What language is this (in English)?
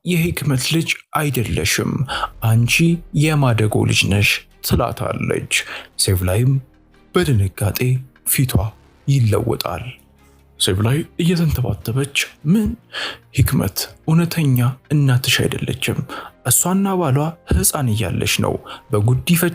Amharic